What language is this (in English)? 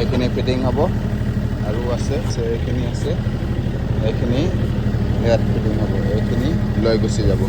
Assamese